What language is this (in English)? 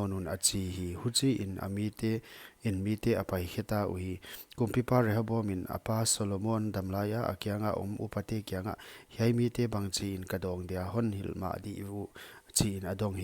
Paite Chin